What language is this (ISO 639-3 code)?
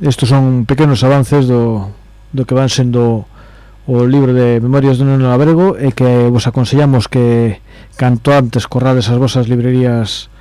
glg